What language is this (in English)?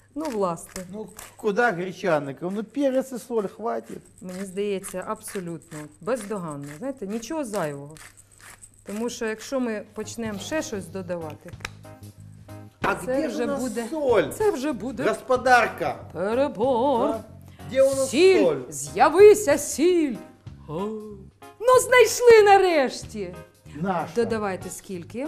Ukrainian